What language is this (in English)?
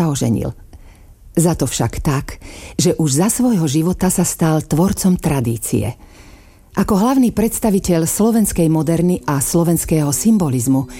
Slovak